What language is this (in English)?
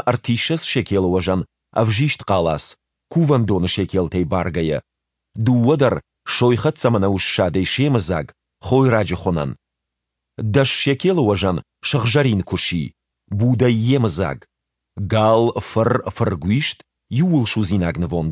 Ossetic